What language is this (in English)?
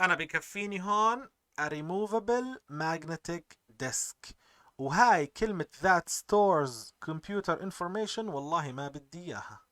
North Levantine Arabic